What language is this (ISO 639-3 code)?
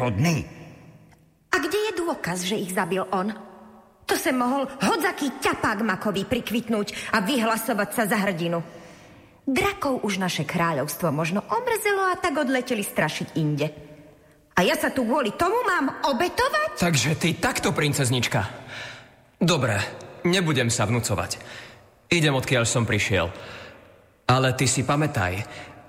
slk